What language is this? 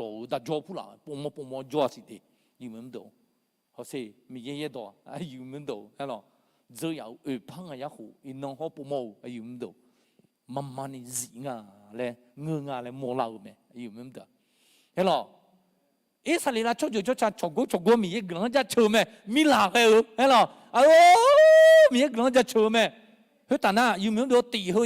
Akha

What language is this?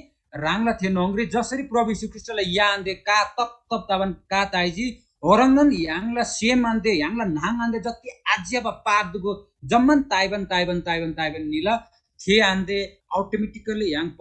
Eastern Tamang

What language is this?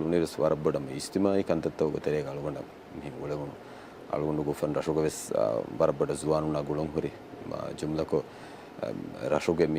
Divehi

